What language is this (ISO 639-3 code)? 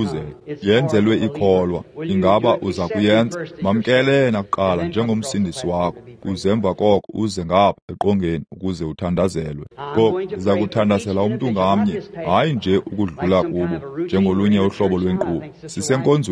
xho